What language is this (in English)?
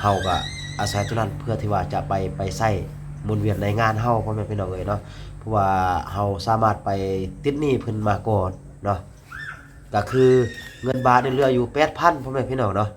Lao